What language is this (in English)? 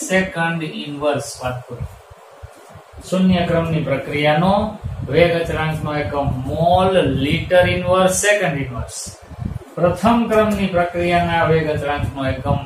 Gujarati